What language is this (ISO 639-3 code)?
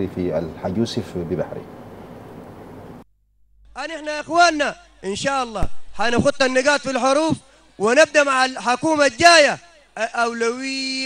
apd